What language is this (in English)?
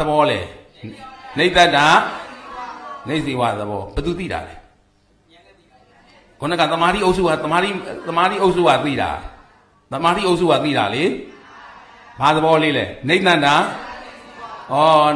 Burmese